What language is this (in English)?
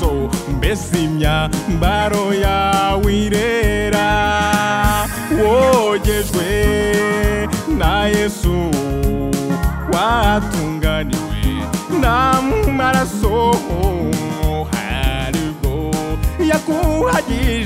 Kinyarwanda